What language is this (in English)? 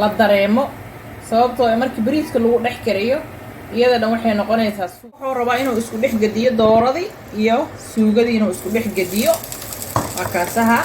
Somali